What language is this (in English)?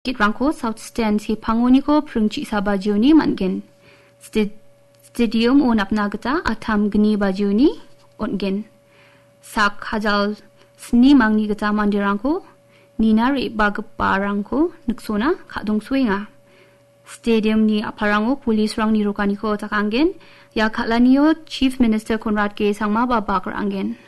Garo